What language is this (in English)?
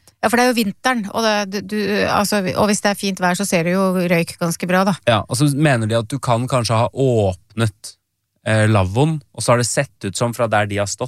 Norwegian